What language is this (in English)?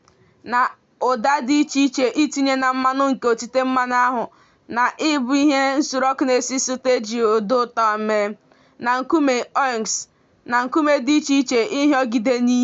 Igbo